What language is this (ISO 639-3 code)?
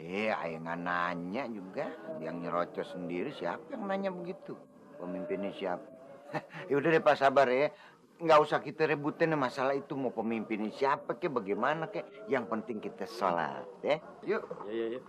bew